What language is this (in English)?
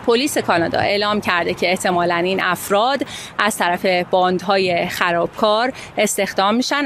Persian